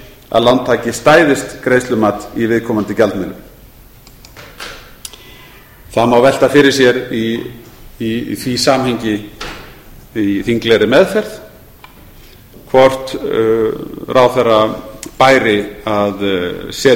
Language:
Icelandic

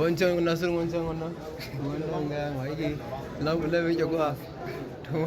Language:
Hausa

